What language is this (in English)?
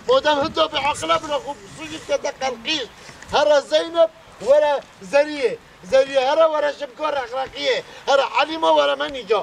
Kurdish